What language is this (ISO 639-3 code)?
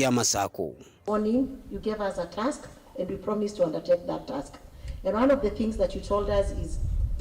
kam